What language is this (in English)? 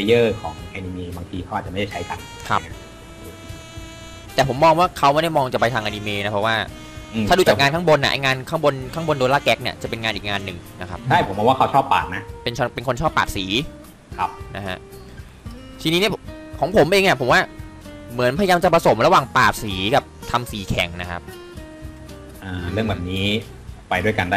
Thai